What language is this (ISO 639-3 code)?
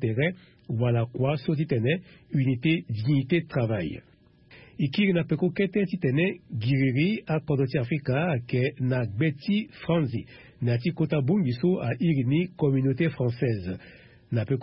sag